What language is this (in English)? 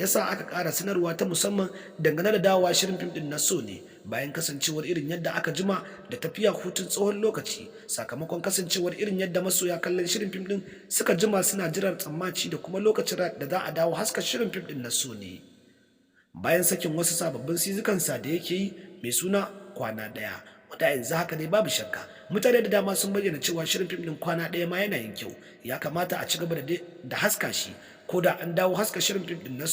Hausa